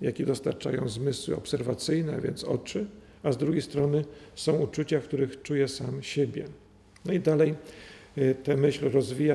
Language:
Polish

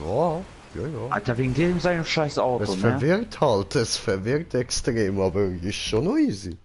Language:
Swiss German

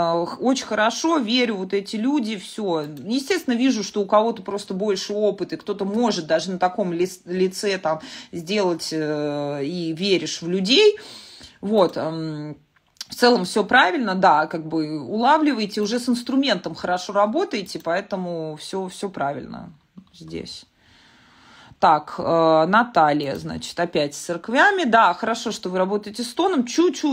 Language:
Russian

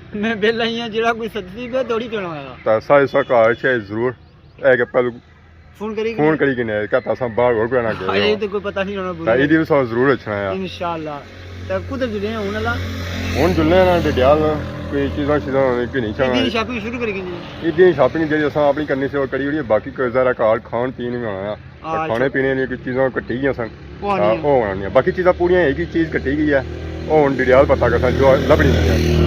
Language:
Pahari-Potwari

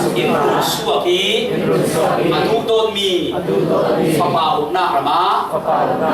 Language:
Falam Chin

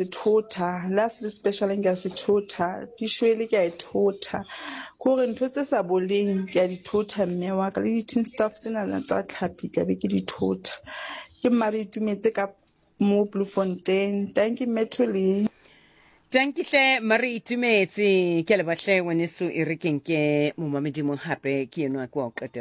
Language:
Southern Sotho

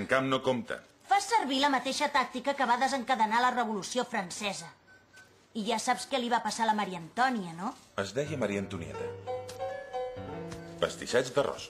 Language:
Catalan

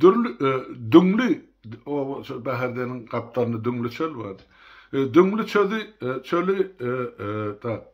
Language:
Turkmen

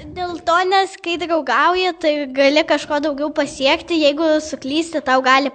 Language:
Lithuanian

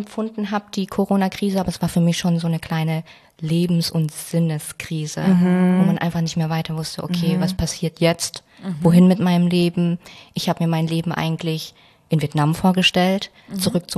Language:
German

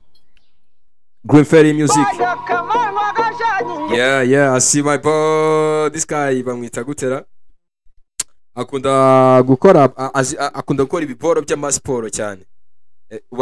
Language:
Kinyarwanda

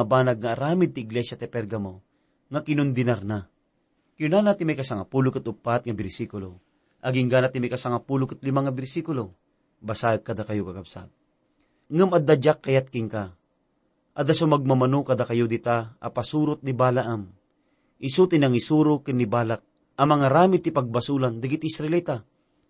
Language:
Iloko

